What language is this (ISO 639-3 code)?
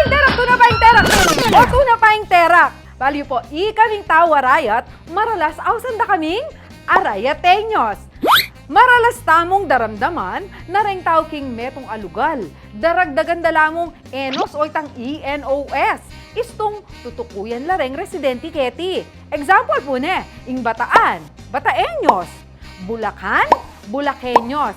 pam